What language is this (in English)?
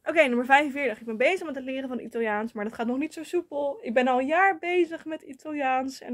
Dutch